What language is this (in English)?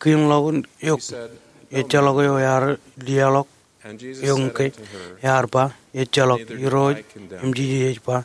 Marshallese